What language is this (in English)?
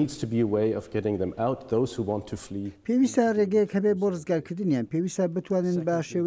Central Kurdish